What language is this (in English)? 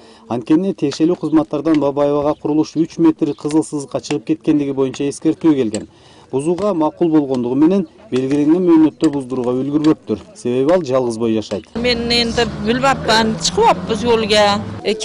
Kyrgyz